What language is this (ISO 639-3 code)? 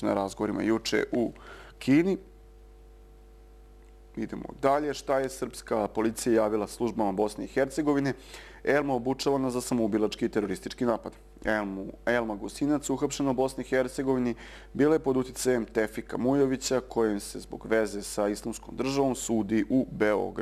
srp